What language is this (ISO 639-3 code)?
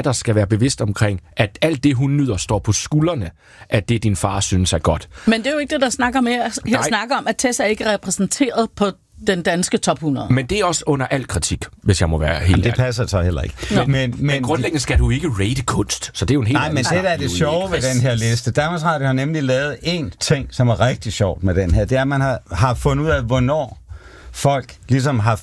dan